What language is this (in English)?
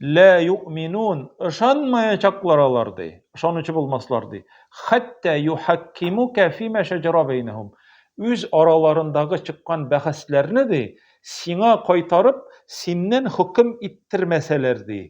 Tatar